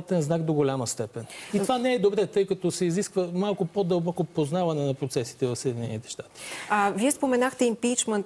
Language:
Bulgarian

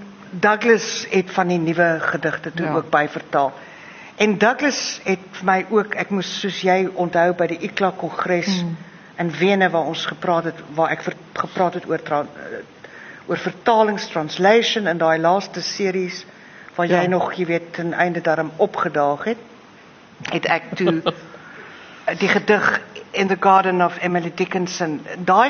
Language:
Afrikaans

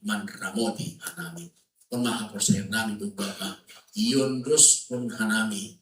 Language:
Batak Simalungun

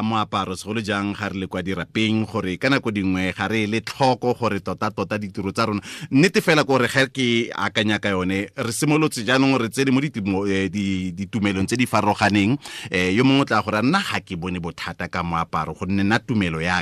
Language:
Tswana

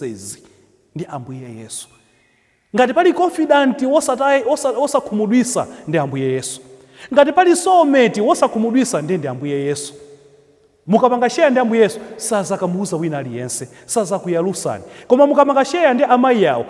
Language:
Nyanja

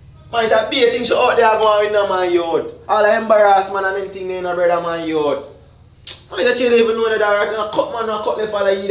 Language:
Jamaican Creole English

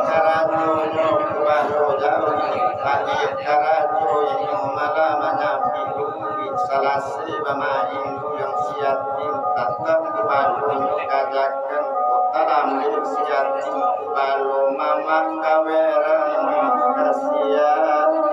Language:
Minangkabau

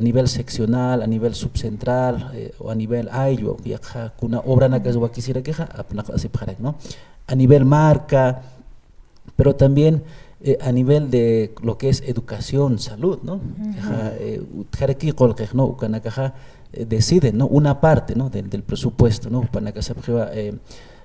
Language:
Aymara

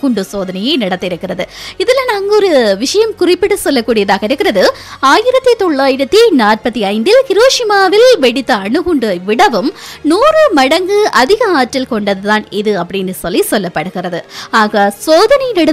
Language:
Tamil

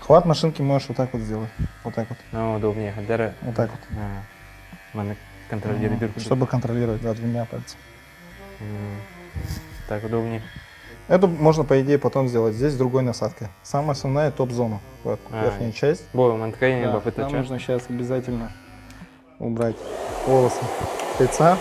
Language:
Yakut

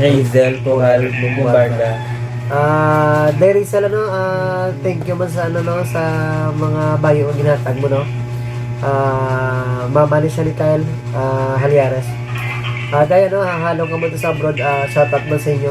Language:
Hiligaynon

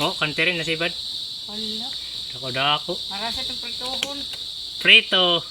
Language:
Waray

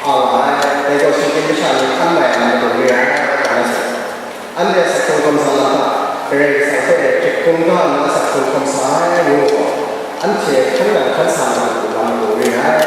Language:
Kachin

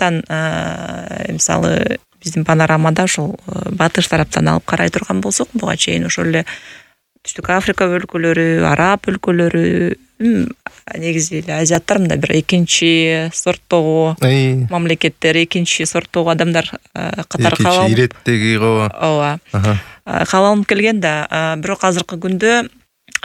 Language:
Kyrgyz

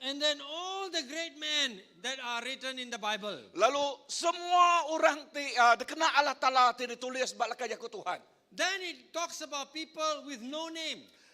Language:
Iban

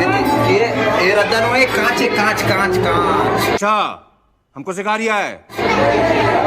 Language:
Chhattisgarhi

